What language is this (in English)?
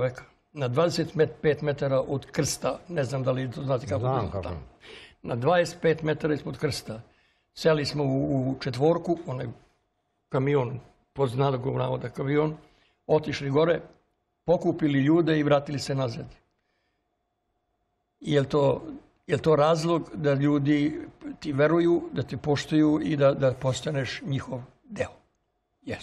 Serbian